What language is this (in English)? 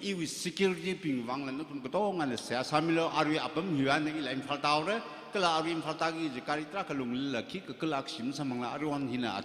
Tangkhul Naga (India)